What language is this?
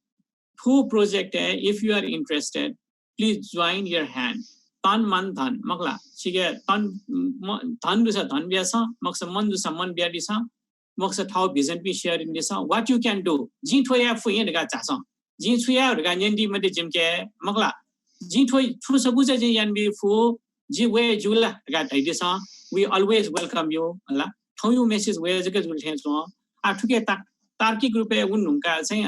Newari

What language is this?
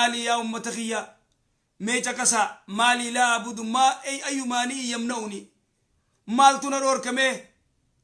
Oromo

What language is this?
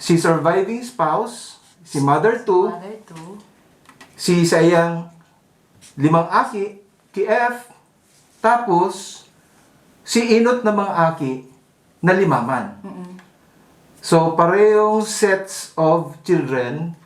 Bikol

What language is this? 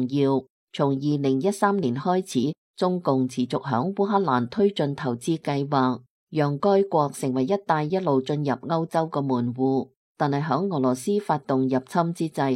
Cantonese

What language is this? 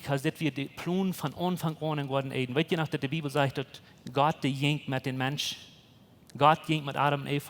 Plautdietsch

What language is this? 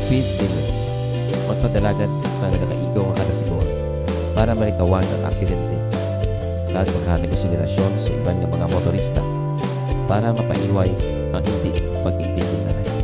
Hiligaynon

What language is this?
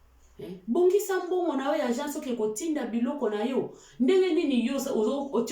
Lingala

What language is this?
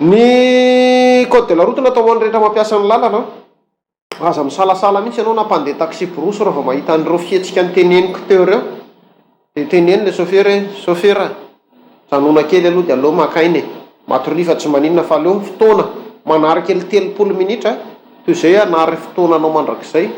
Malagasy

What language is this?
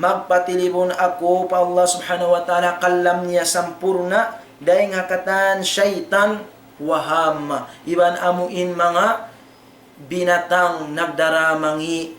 Tausug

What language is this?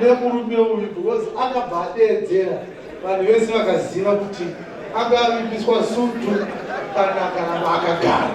Shona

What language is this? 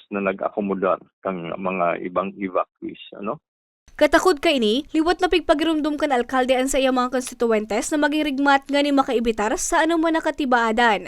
Bikol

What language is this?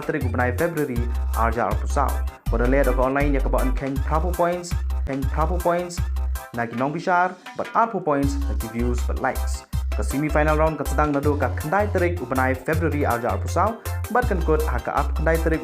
Khasi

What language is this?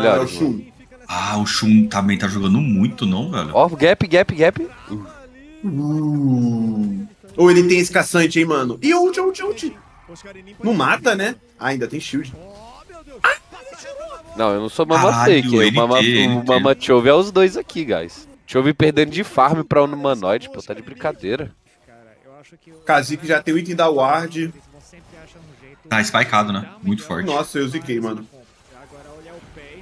Portuguese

